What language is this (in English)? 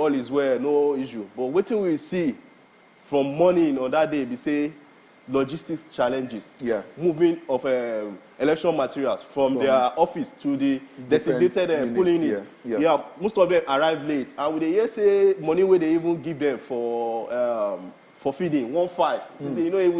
Nigerian Pidgin